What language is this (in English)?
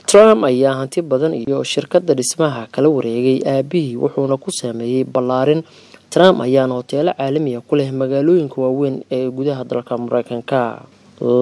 Somali